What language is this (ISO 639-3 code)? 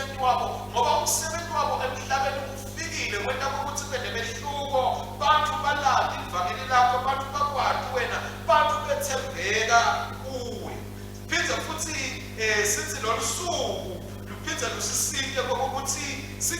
ssw